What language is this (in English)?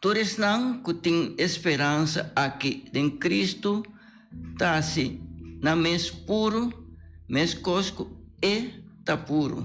Papiamento